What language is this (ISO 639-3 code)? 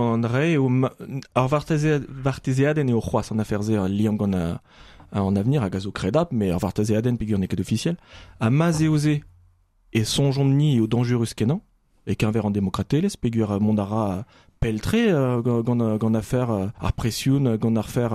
bre